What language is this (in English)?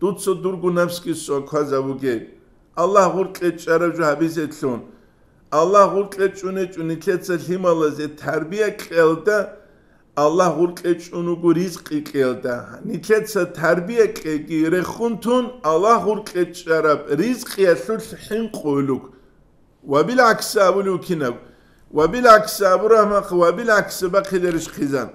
Avaric